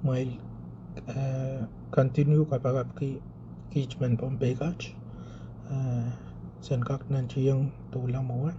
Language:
Pohnpeian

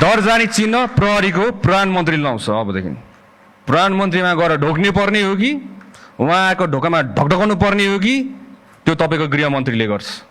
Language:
Nepali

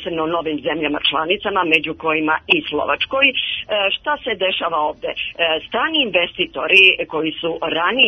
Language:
Serbian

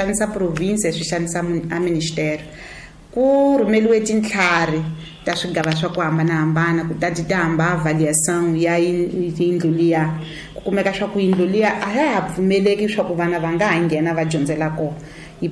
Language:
Tsonga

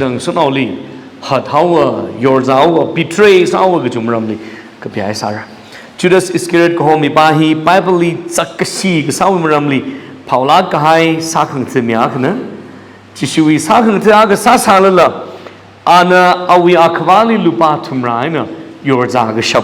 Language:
Tangkhul Naga (India)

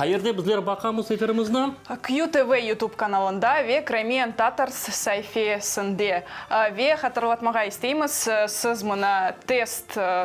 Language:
Crimean Tatar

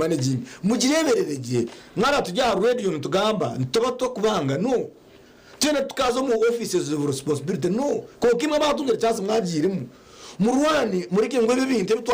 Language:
Nyankole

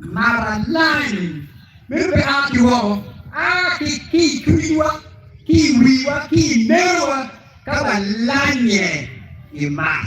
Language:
Acoli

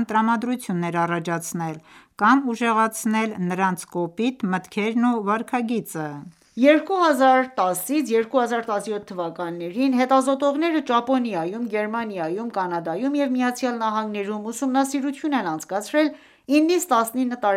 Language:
Armenian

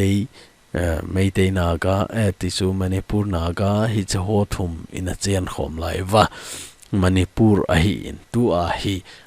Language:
Thado Chin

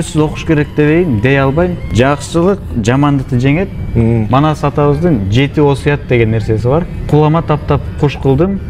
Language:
Bashkir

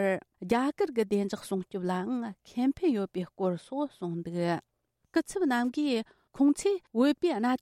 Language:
Tibetan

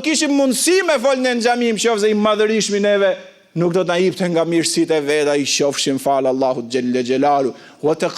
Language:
Albanian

